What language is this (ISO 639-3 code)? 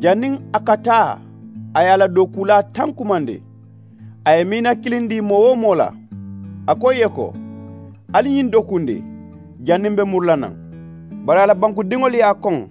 man